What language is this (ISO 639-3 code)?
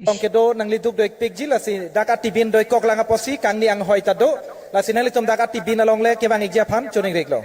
mjw